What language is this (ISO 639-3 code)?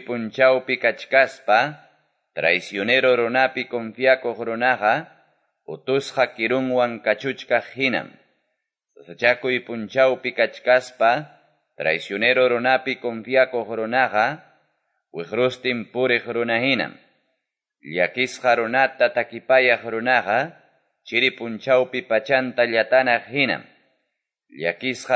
que